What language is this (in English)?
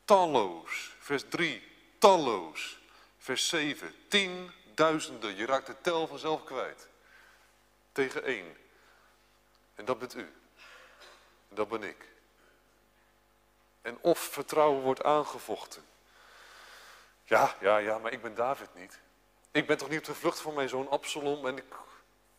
Dutch